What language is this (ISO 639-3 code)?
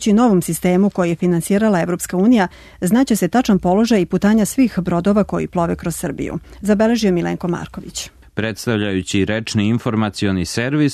srp